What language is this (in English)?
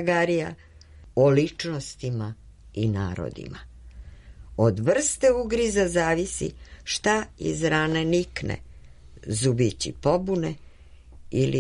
Serbian